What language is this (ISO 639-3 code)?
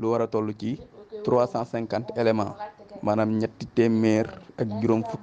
wol